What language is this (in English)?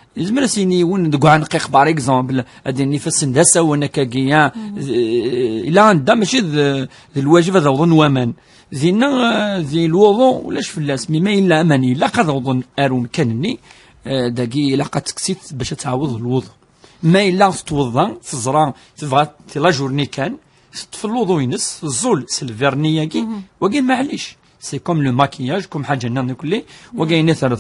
Kabyle